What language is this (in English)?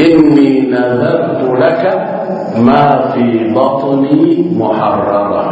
Ganda